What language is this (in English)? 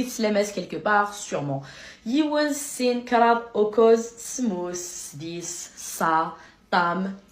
Kabyle